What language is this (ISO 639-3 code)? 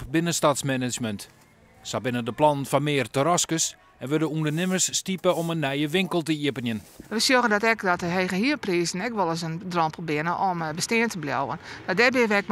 fry